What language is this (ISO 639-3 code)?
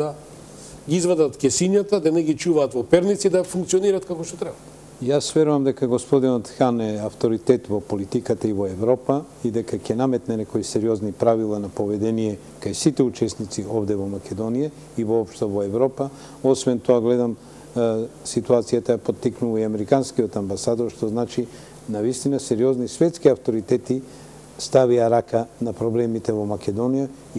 mkd